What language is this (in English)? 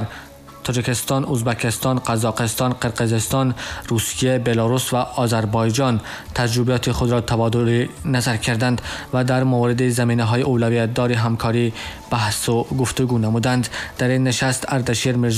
Tajik